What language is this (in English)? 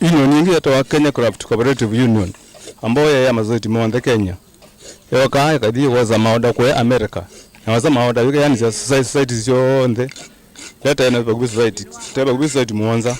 Kamba